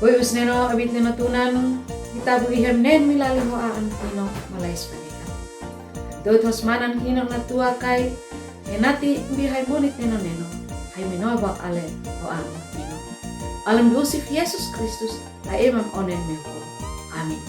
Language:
Uab Meto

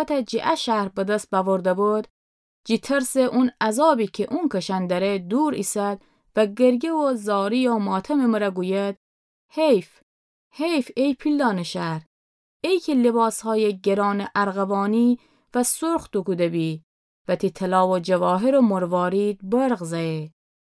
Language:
Gilaki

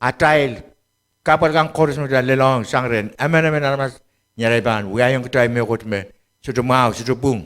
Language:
Pohnpeian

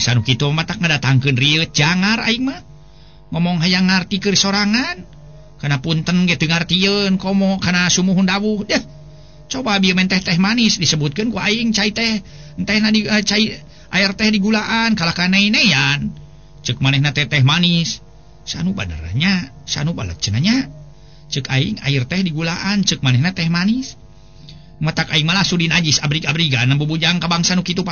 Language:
Sundanese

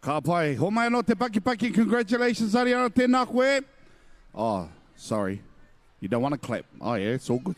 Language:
Māori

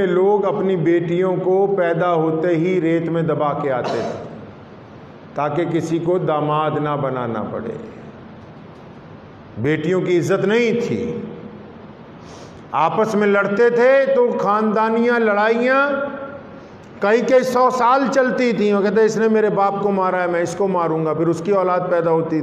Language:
Urdu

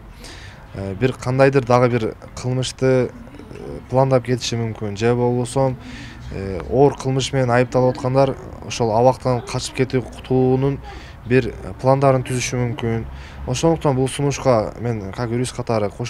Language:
Kyrgyz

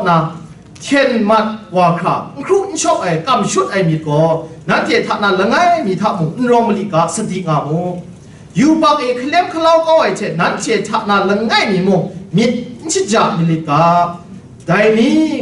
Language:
Kachin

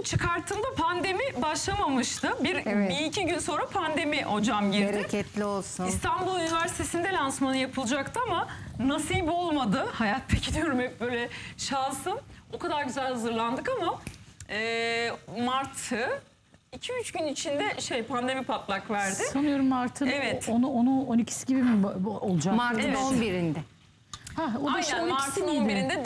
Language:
Turkish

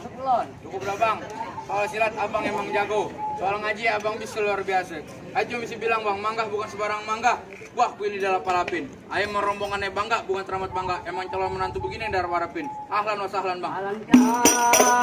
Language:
Betawi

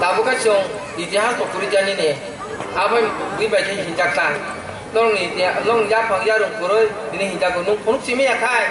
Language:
Kok Borok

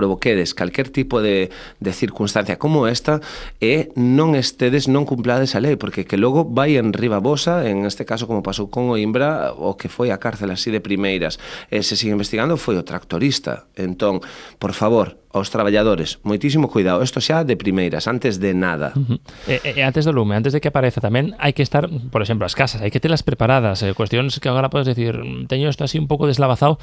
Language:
Galician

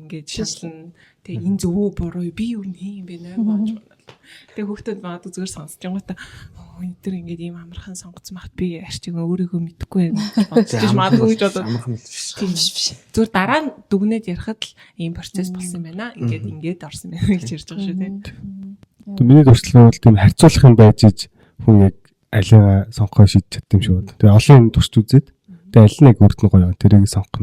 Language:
Mongolian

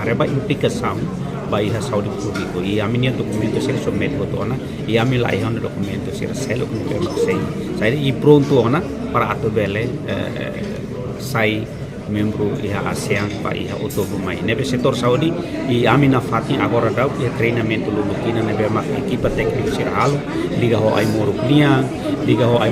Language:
Tetum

